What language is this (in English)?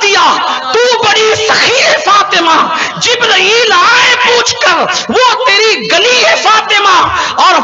Urdu